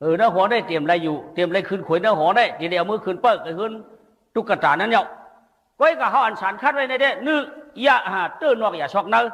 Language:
Shan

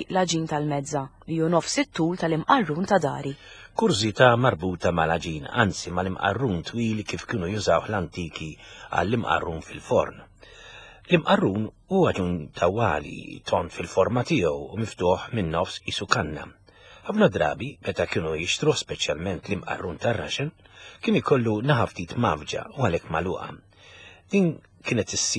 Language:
Maltese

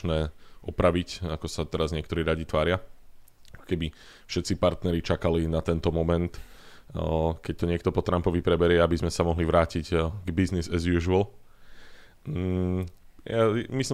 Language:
Slovak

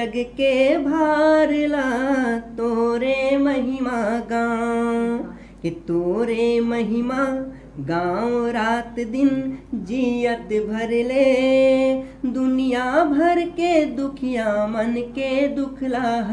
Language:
Chhattisgarhi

